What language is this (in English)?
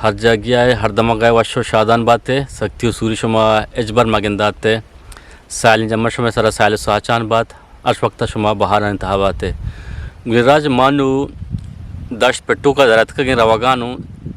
Eastern Balochi